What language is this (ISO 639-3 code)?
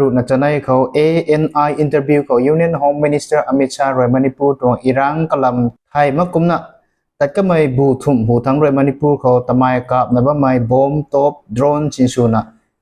nbu